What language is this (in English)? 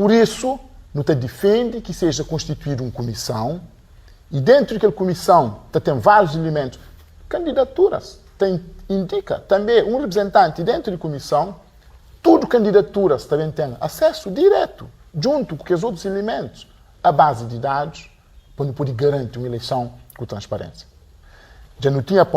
Kabuverdianu